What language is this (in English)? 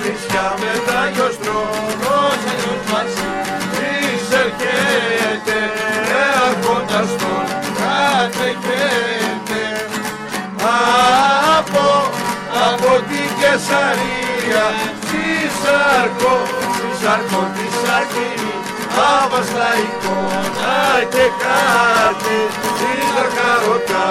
Greek